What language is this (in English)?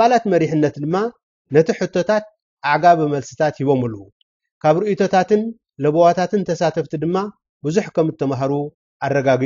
Tigrinya